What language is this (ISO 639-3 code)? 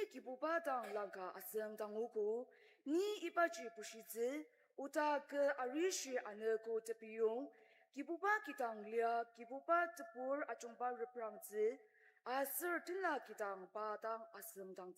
njo